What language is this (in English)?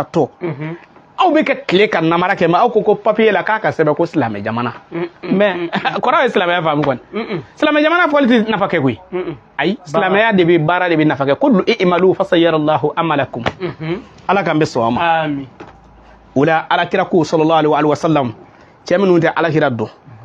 Bambara